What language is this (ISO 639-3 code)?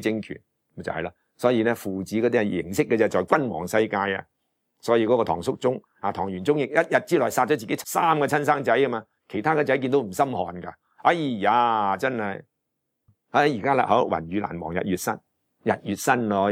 yue